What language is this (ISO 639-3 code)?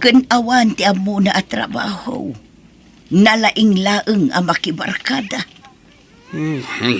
ilo